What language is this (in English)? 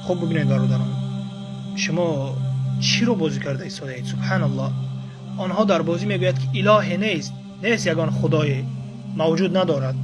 Tajik